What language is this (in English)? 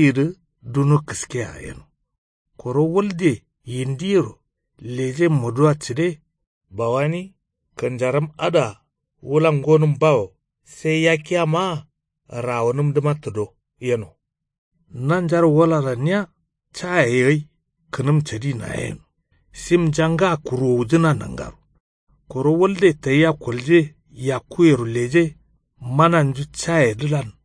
Kanuri